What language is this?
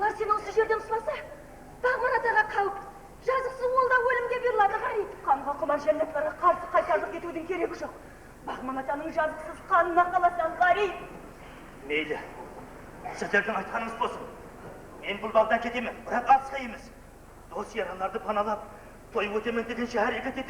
Kara-Kalpak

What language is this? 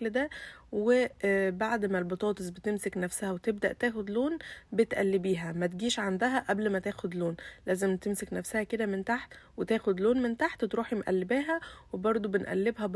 Egyptian Arabic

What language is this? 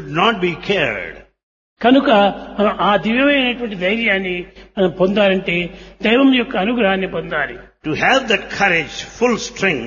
Telugu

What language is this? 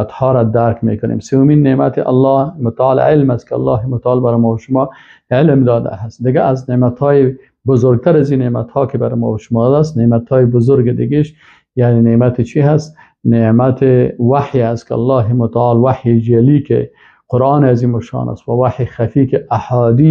Persian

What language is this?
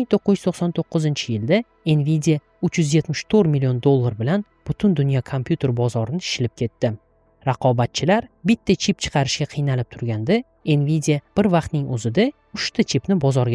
Uzbek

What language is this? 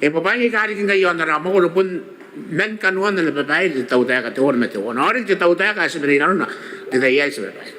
Gilbertese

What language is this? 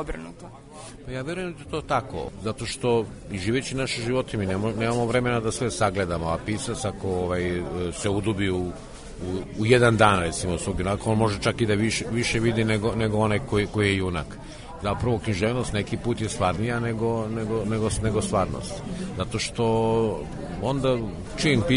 Serbian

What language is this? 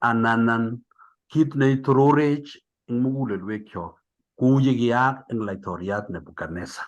Kalenjin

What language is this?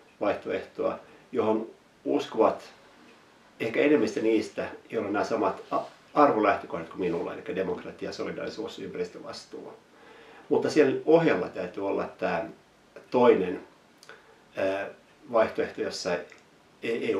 Finnish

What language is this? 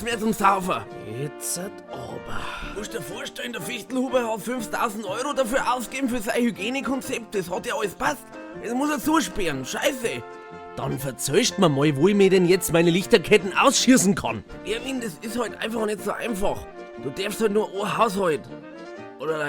Bavarian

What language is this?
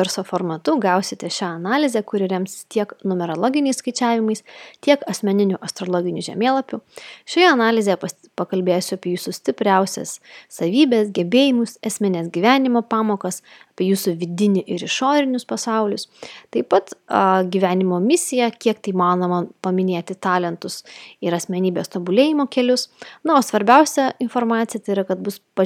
Lithuanian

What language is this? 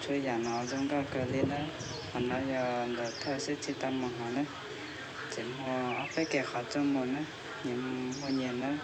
Hmong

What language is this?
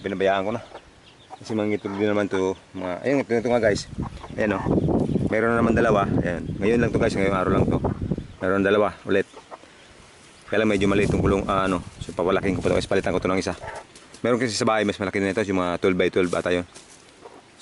Filipino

